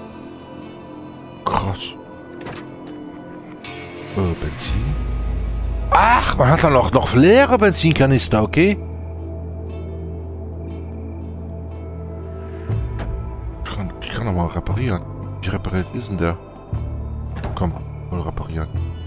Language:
German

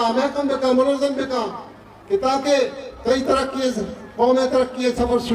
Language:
Eastern Balochi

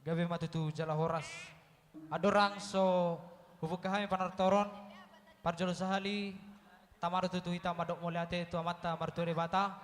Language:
Batak Toba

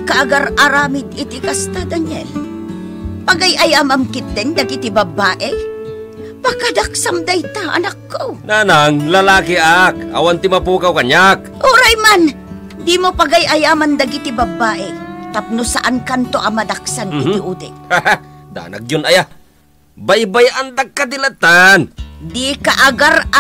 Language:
Iloko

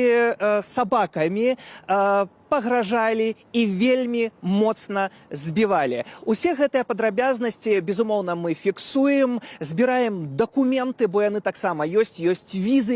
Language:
Belarusian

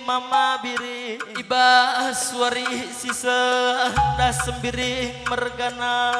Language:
Batak Karo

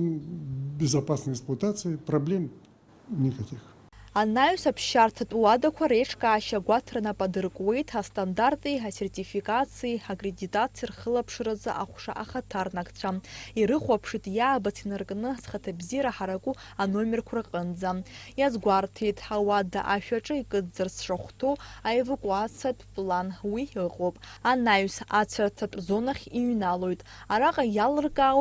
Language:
Abkhazian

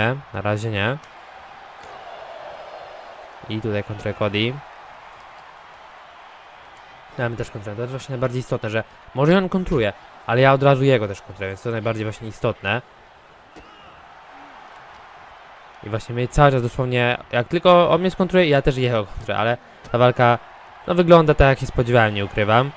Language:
Polish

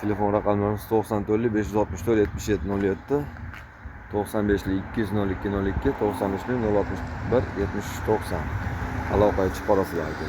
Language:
Uzbek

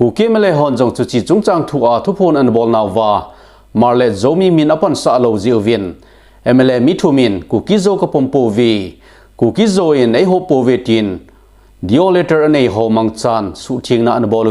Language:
Thado Chin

